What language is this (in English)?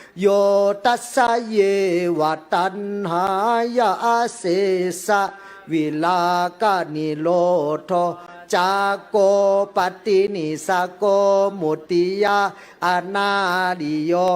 Pali